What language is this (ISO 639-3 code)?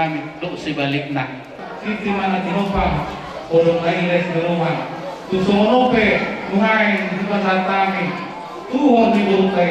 bbc